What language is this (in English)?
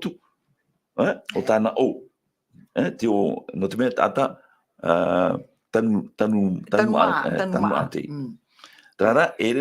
Tahitian